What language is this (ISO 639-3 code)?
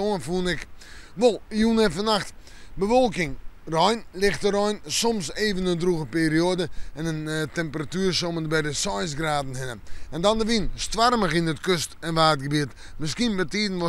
fry